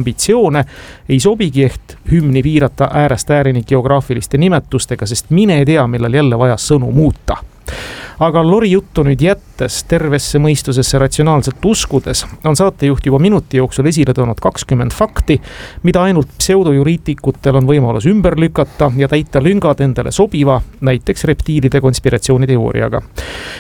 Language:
Estonian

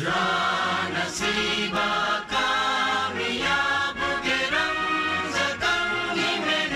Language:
Divehi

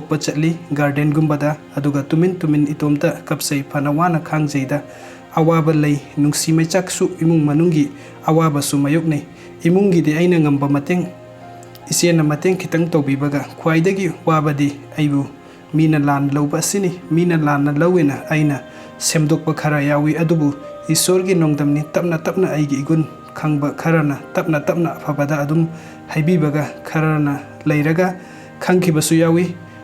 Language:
Manipuri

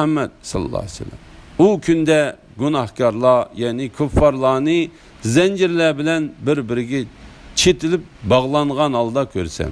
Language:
Uyghur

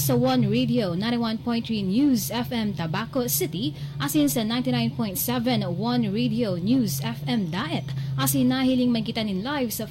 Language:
Bikol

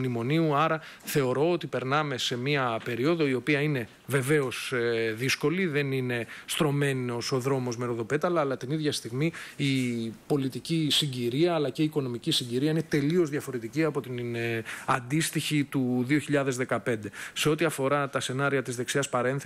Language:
Greek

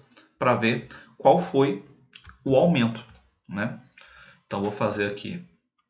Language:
Portuguese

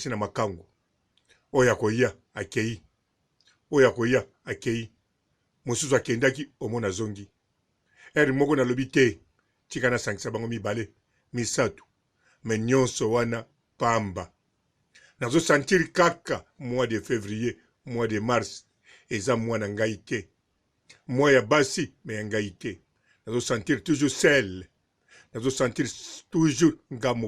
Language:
Lingala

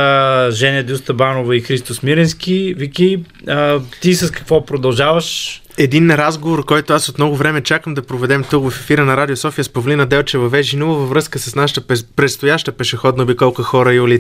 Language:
Bulgarian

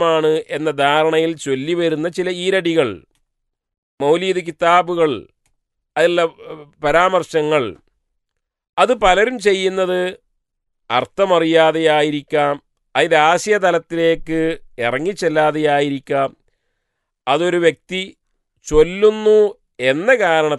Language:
Malayalam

